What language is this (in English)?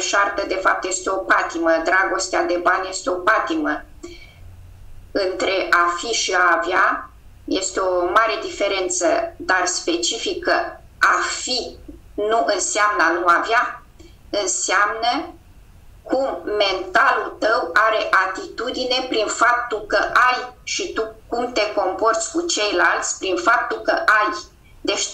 Romanian